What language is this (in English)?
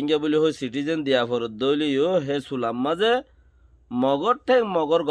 Rohingya